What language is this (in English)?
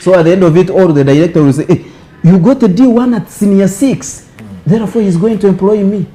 Nyankole